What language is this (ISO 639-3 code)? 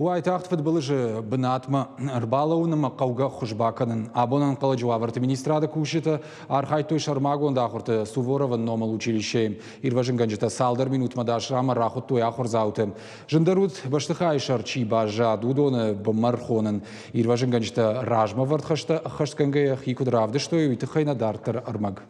oss